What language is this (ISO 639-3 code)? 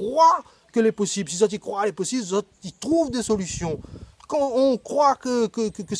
rcf